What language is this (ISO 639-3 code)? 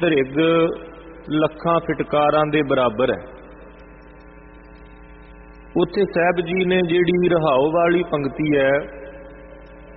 pan